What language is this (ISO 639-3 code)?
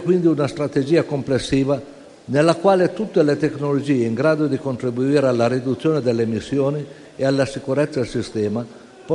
ita